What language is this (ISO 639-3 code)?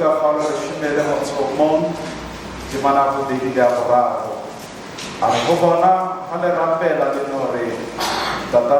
sot